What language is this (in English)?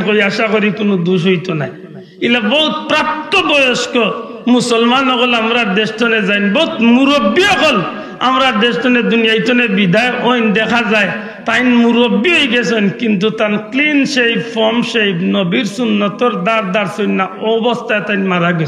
Sylheti